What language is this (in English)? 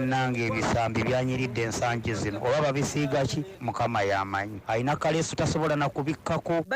Ganda